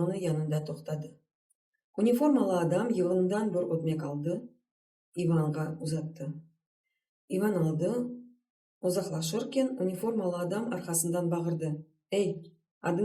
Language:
Crimean Tatar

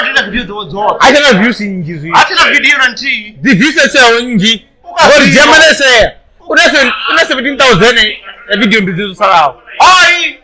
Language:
Venda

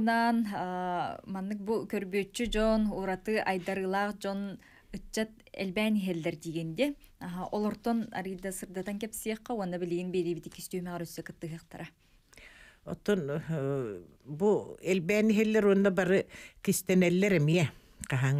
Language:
Yakut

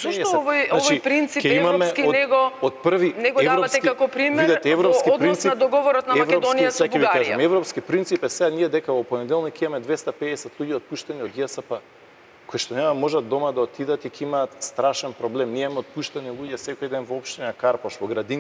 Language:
Macedonian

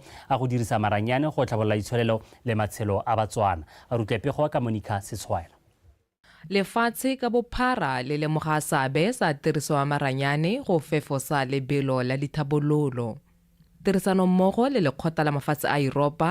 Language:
Tswana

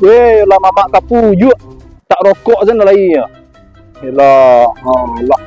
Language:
Minangkabau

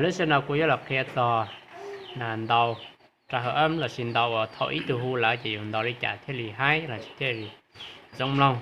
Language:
Hmong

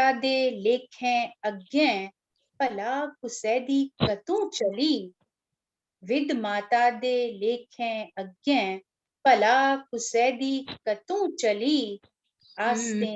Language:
Dogri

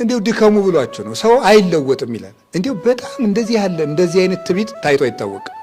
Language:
Amharic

